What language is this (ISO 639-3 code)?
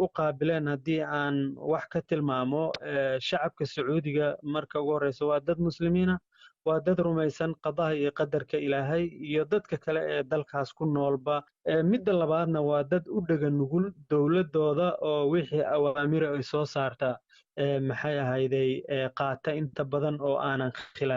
som